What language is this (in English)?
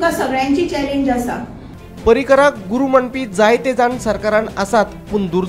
Konkani